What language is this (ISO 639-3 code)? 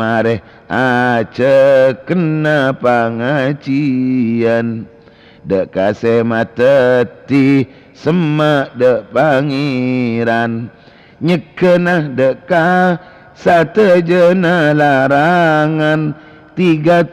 mad